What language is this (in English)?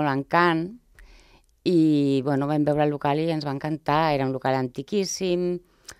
Catalan